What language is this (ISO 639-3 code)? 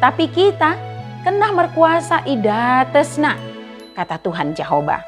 btd